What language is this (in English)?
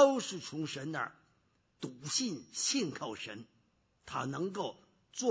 Chinese